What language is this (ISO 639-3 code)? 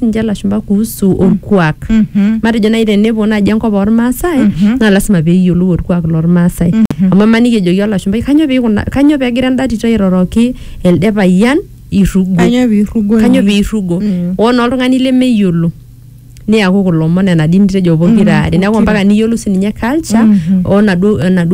mas